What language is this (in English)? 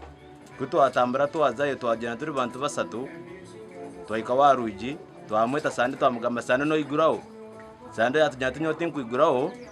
Nyankole